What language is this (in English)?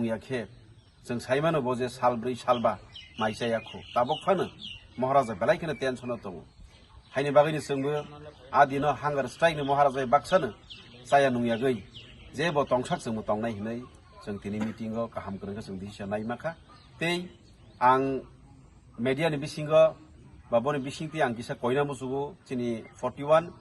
Kok Borok